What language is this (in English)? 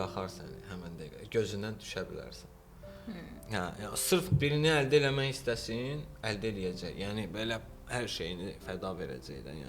Azerbaijani